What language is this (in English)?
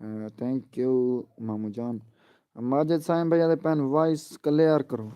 Saraiki